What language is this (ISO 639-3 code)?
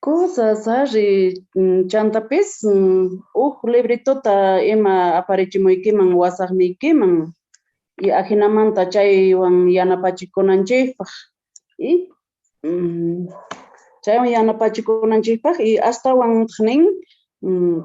quh